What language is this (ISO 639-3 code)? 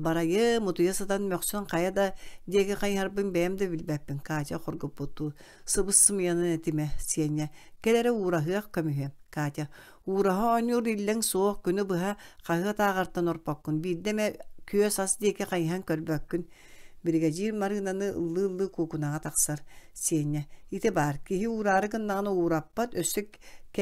sah